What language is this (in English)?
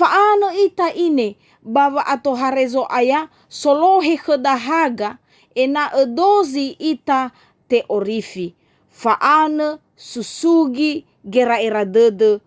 Nias